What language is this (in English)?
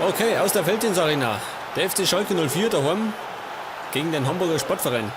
Bavarian